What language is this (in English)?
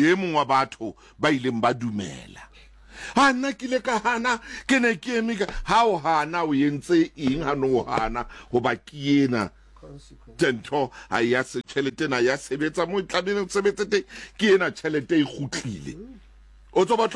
Southern Sotho